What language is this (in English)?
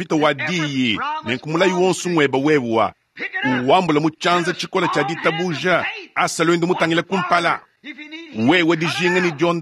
Luba-Lulua